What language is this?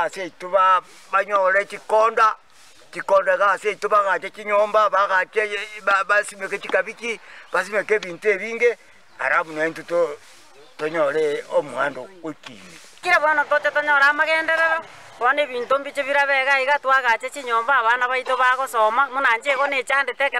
Gusii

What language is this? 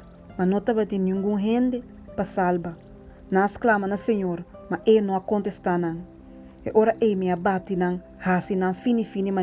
Papiamento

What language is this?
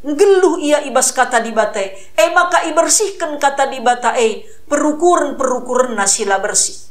Batak Karo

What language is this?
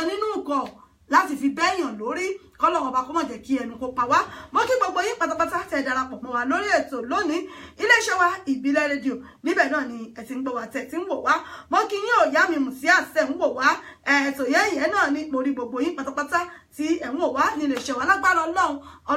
Yoruba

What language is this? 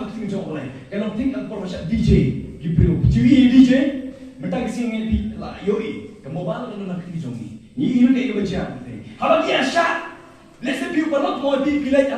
Khasi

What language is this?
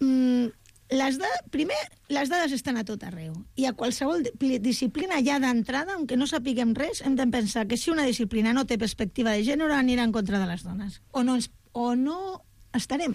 Catalan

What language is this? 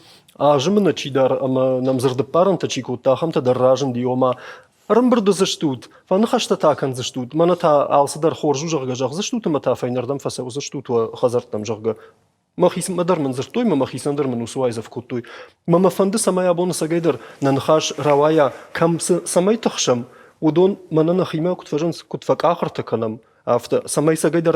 Ossetic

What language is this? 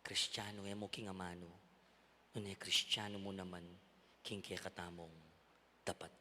Pampanga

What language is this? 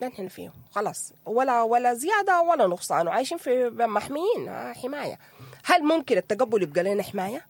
Sudanese Arabic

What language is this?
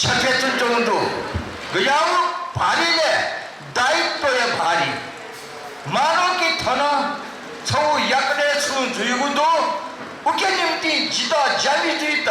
Newari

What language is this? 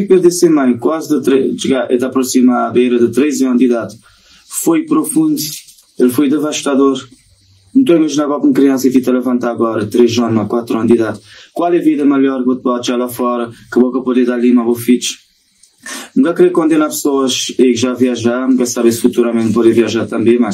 Kabuverdianu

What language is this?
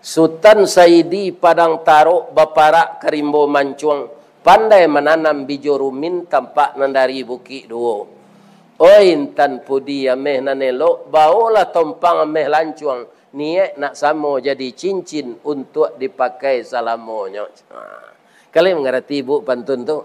Minangkabau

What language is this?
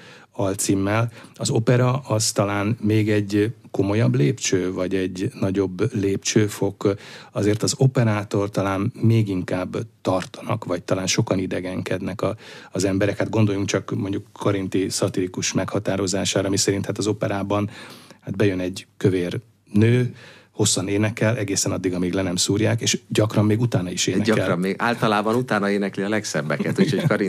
Hungarian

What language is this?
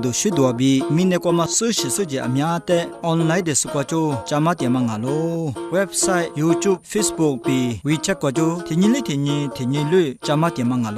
Lisu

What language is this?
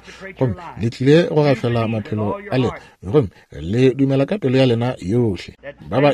Northern Sotho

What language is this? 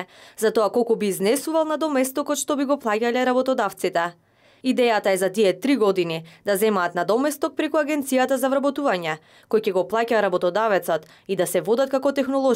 Macedonian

